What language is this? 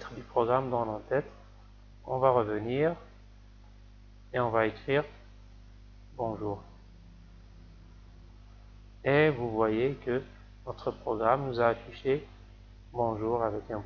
French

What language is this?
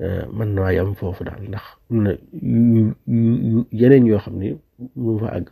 Wolof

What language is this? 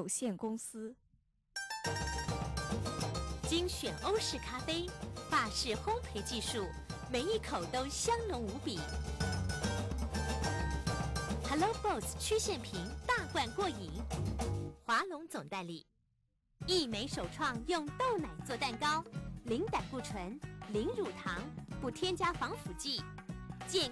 Chinese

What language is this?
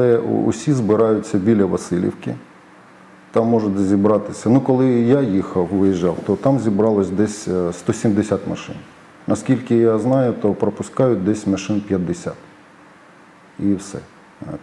Ukrainian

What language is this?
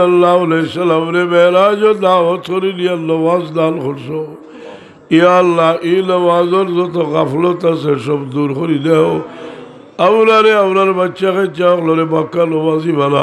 Sylheti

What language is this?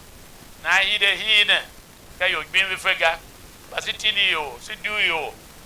Tiv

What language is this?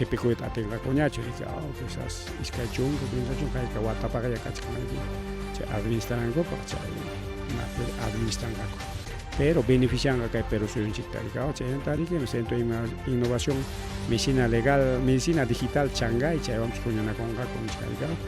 Ayacucho Quechua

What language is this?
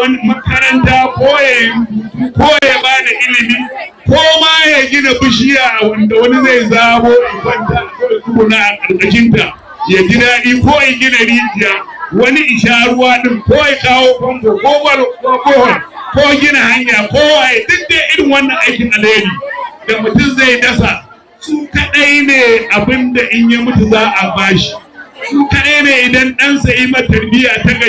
Hausa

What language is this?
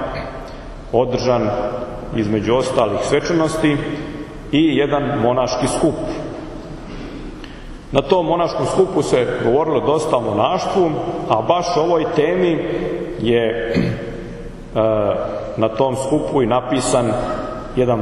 Serbian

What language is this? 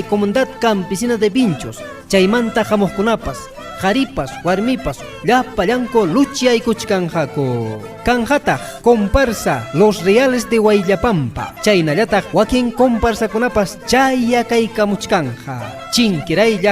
Ayacucho Quechua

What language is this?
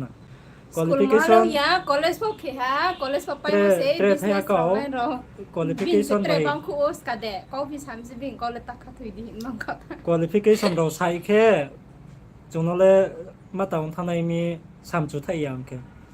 Riang (India)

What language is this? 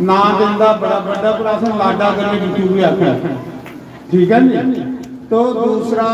Dogri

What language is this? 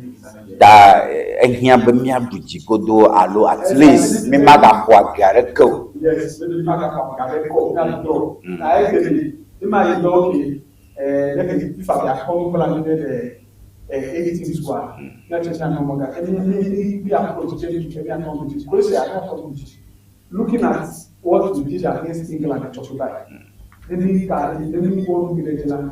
Ewe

